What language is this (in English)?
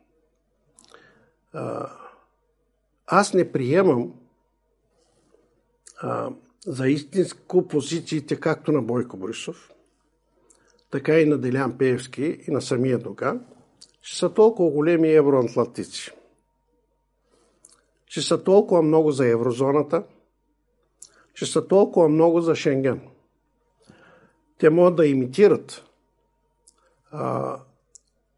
Bulgarian